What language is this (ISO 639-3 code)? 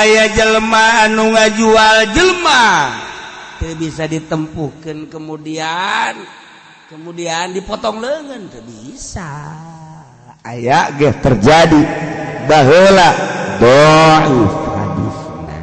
sun